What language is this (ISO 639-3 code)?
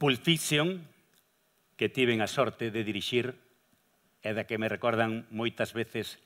glg